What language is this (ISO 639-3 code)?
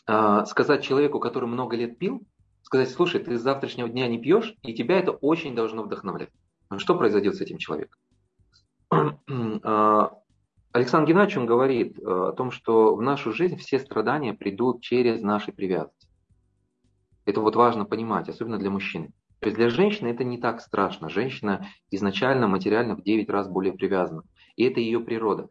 rus